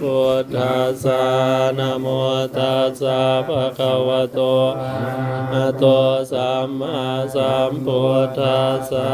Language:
Pali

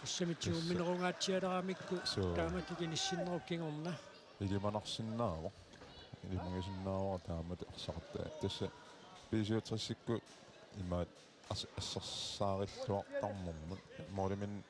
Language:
Kalaallisut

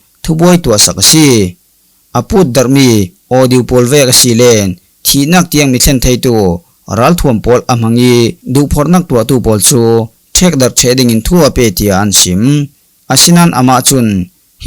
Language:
Falam Chin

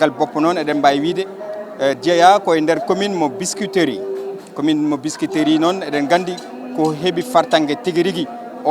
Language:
Fula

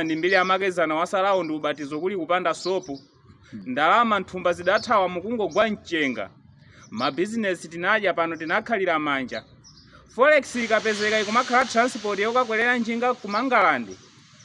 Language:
Nyanja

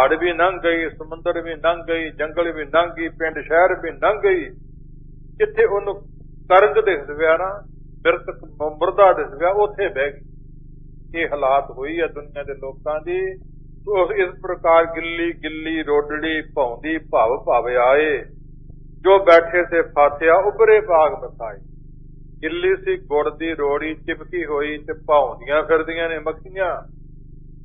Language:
Punjabi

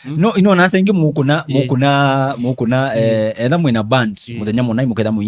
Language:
Kamba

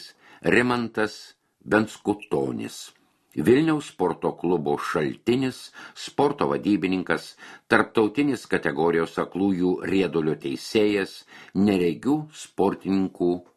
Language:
Lithuanian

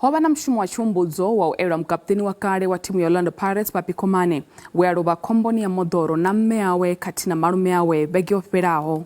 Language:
Venda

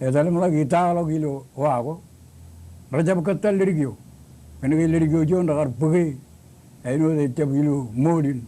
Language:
Marshallese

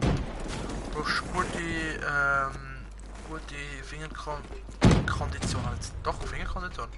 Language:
Swiss German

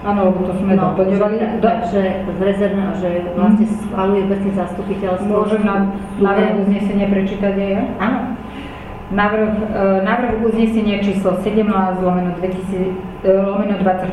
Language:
Slovak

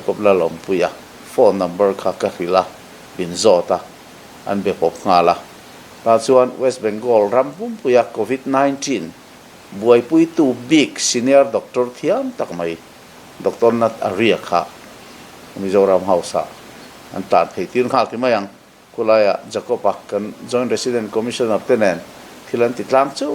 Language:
Mizo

